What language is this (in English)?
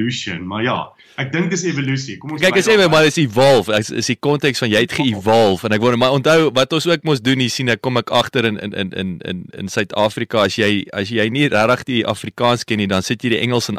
Afrikaans